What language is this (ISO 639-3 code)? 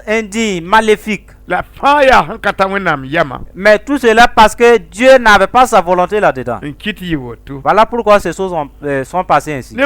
mos